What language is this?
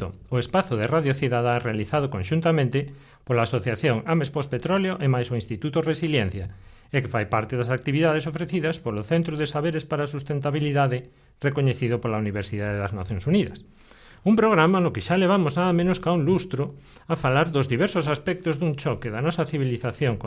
Galician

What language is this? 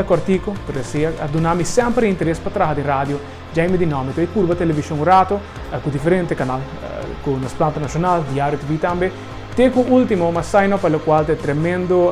Papiamento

